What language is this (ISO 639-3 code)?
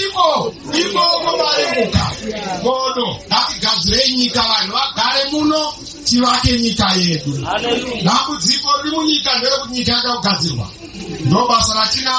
sna